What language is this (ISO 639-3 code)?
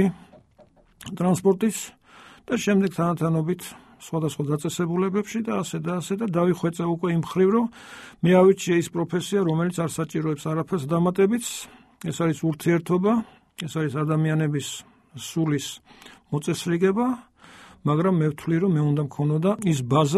kat